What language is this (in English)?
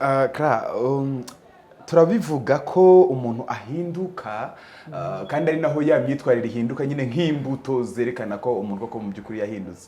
Kinyarwanda